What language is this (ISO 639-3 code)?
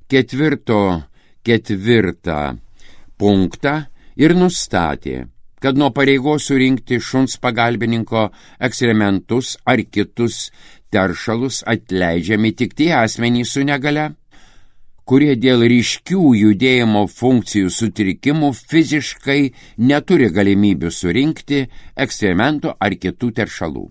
lit